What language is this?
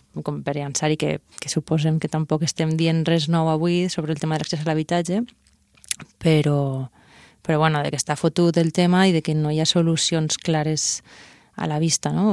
Catalan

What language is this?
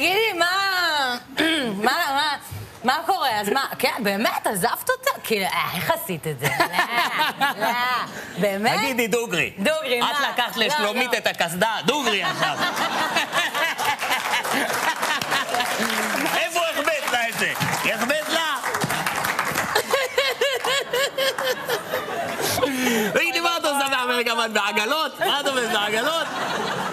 Hebrew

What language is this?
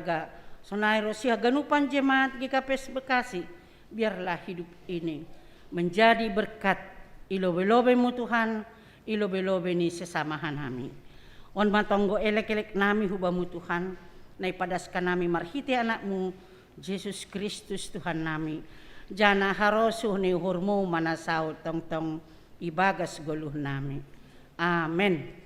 Batak Simalungun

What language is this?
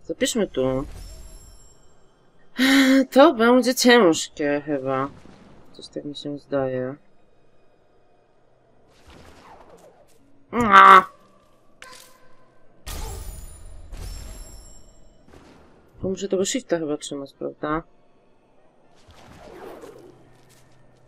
Polish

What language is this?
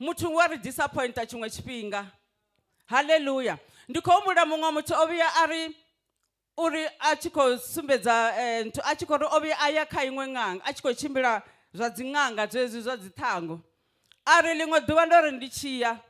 Venda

